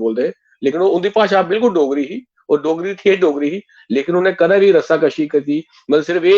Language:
Dogri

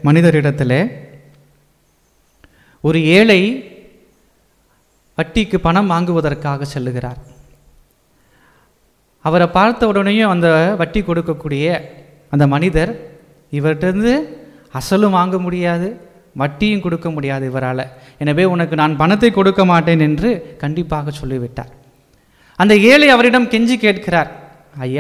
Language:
Tamil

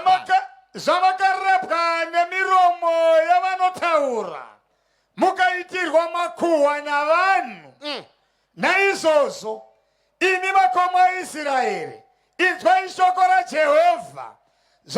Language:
Shona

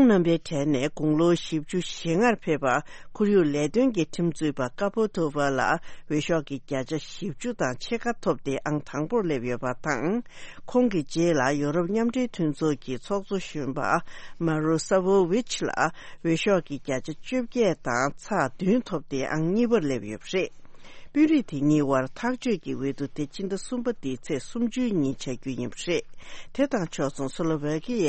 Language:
Tibetan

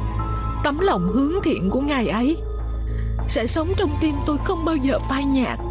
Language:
Vietnamese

